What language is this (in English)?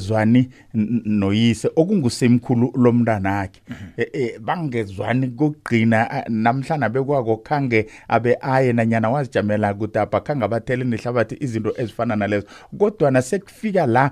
South Ndebele